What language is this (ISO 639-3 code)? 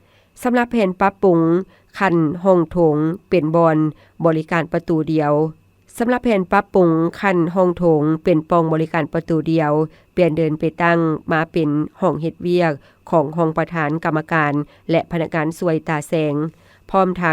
lao